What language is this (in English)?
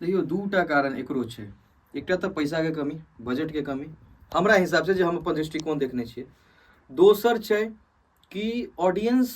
Maithili